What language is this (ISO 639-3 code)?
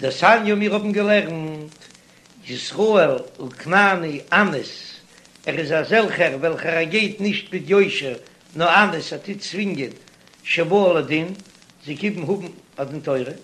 yid